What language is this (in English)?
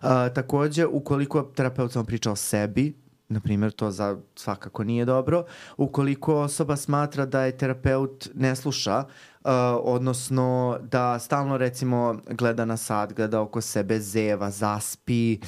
Serbian